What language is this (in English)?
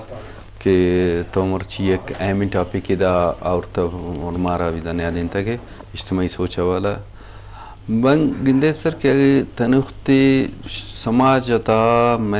Eastern Balochi